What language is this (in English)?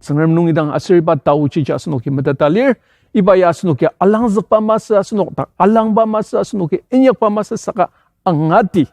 Ao Naga